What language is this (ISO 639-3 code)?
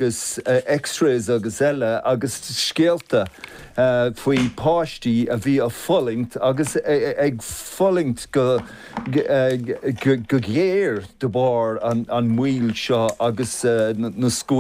gle